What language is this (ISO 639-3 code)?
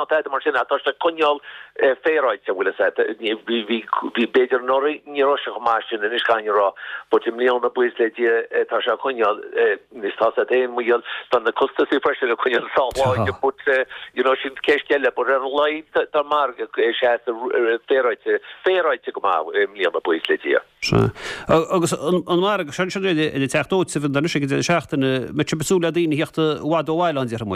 gle